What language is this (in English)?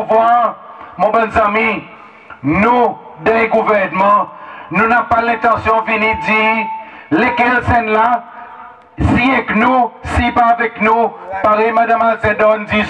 Seselwa Creole French